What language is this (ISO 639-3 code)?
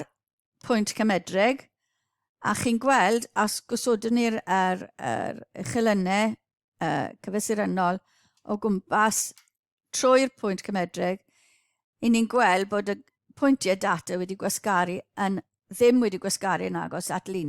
cym